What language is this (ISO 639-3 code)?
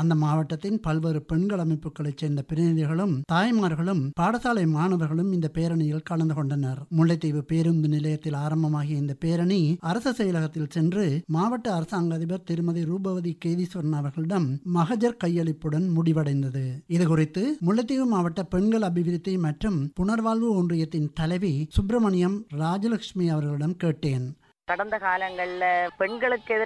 tam